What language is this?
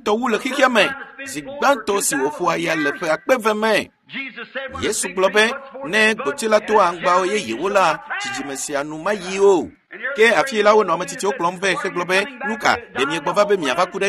Ewe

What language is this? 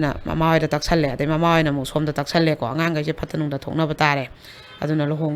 Manipuri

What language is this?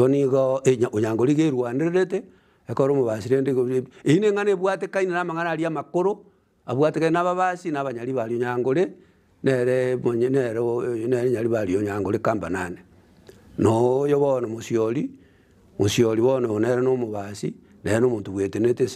Gusii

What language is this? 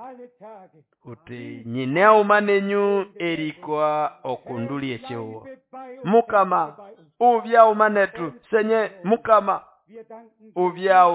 Nande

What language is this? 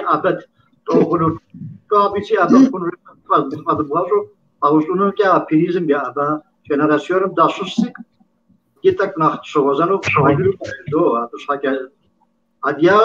Kabardian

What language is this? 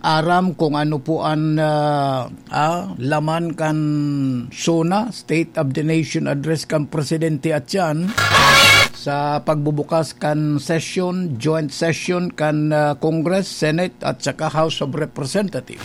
Bikol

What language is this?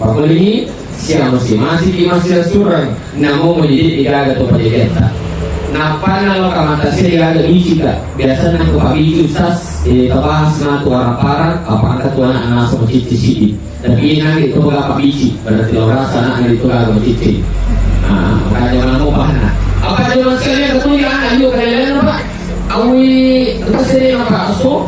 Buginese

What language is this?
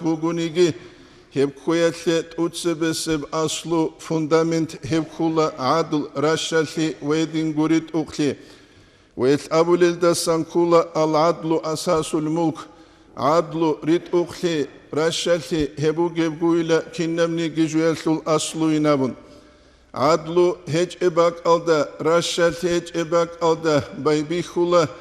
Avaric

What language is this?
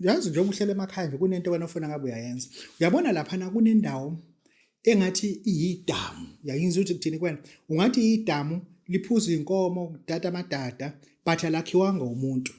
Zulu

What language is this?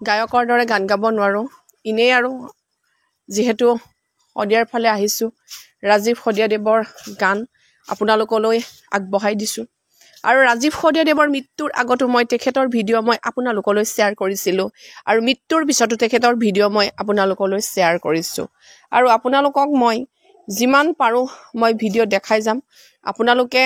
Assamese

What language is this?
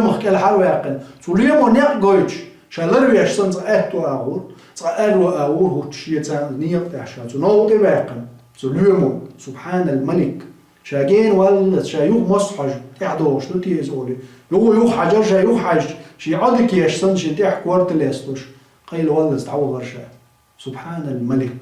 Chechen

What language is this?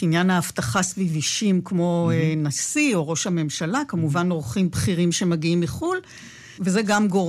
Hebrew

